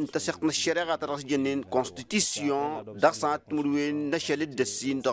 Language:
Tamasheq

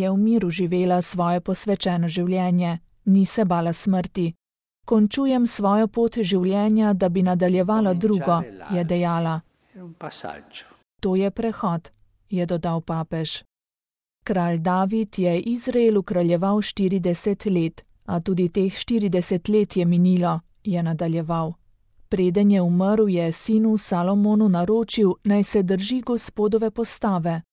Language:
Slovenian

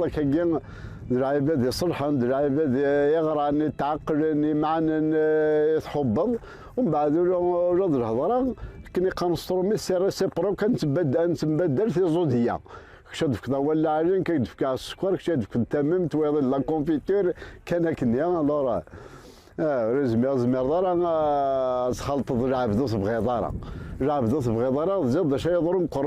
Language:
Kabyle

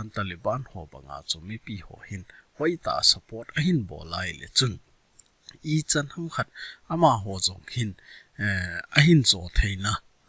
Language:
Thado Chin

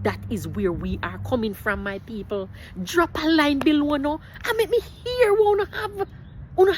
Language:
Jamaican Creole English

